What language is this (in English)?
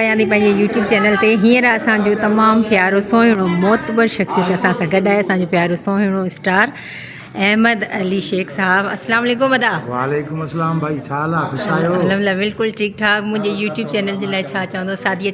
Sindhi